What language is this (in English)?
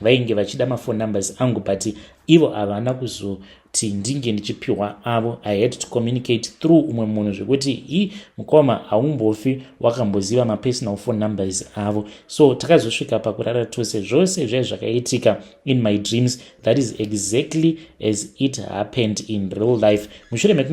Shona